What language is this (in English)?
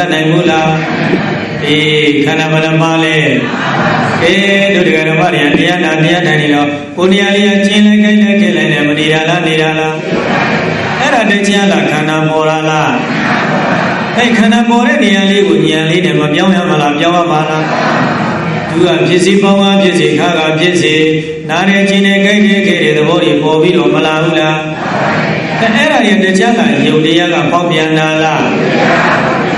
Burmese